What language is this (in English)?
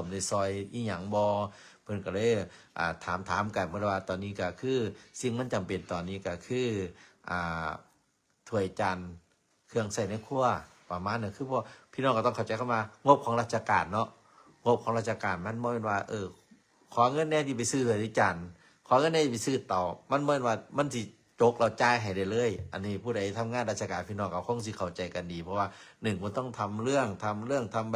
Northeastern Thai